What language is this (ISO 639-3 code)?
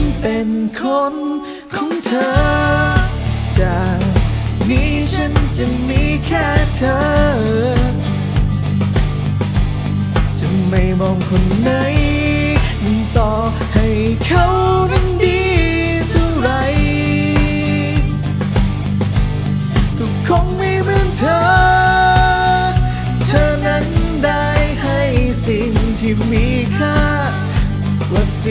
tha